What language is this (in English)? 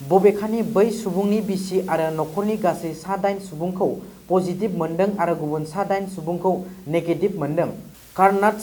Bodo